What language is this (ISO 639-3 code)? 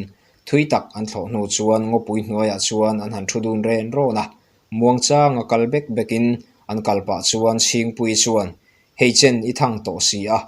lus